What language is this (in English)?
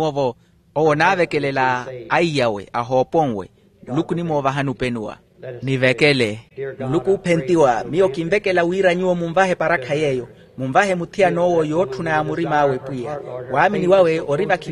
Makhuwa